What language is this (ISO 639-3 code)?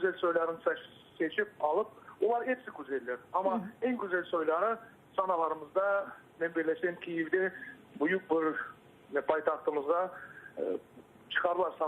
crh